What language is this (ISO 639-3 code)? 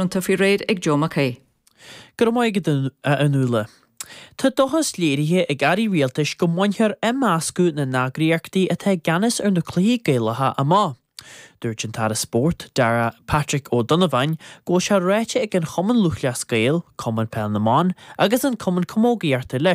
gle